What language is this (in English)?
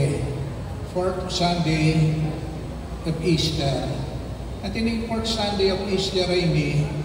Pampanga